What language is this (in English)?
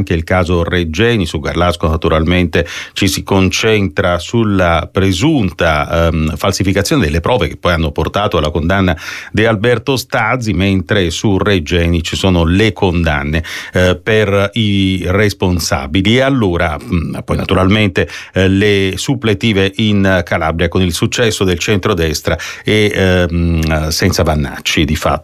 Italian